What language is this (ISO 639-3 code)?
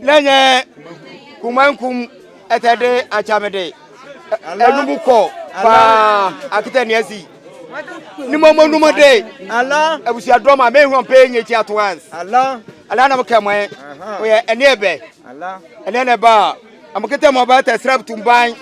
aka